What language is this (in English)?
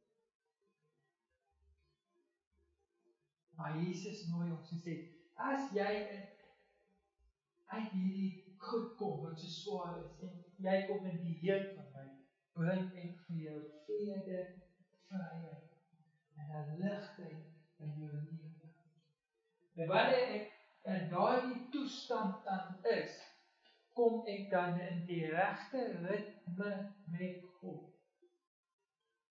Afrikaans